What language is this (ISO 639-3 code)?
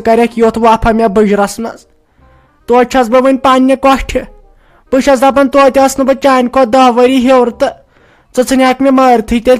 kas